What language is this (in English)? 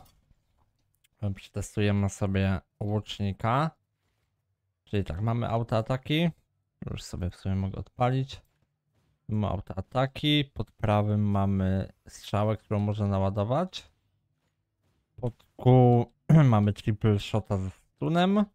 Polish